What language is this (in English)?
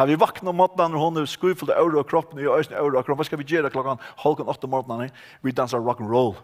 Faroese